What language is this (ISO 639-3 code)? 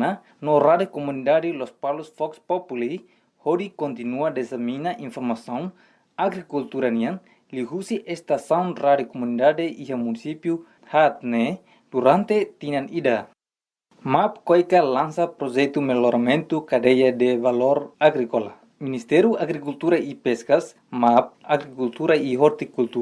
tet